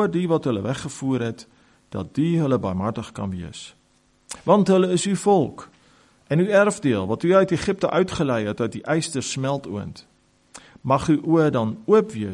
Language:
Afrikaans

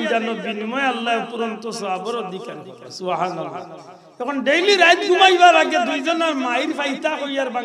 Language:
Sylheti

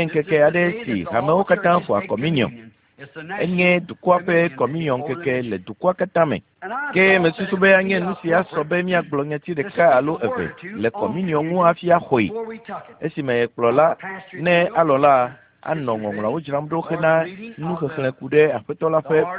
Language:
Ewe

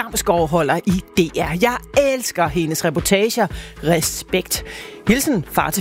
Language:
Danish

